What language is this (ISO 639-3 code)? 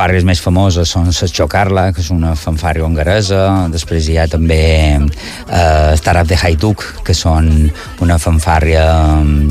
cat